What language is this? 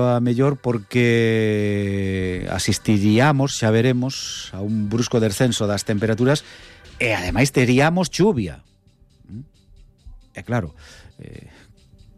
Galician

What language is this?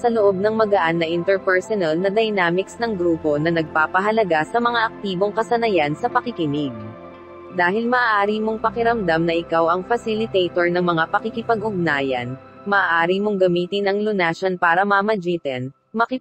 Filipino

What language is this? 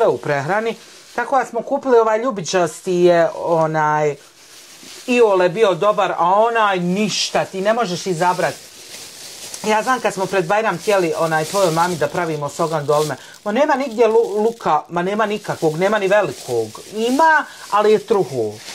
Bosnian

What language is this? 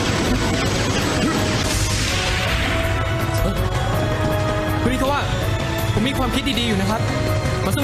Thai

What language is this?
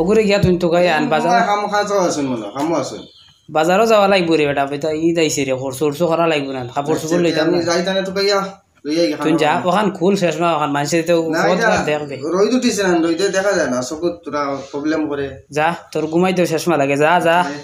Sylheti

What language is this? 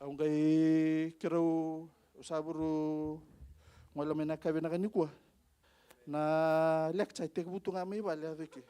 Fijian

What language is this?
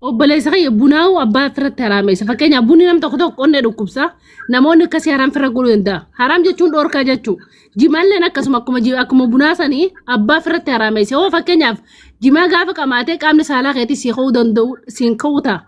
Oromo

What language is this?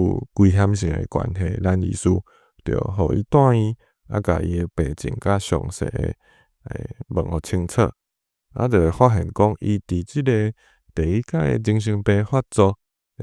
Min Nan Chinese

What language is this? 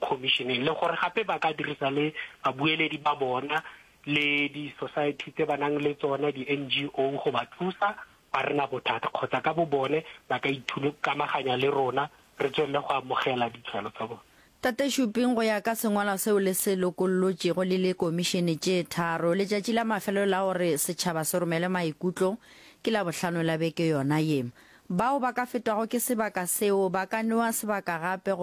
Northern Sotho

